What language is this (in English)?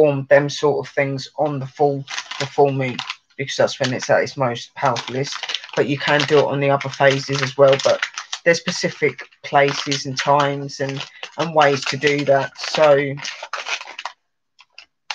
English